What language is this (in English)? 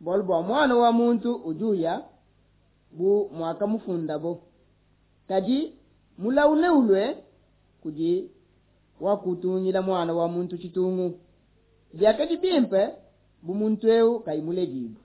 Luba-Lulua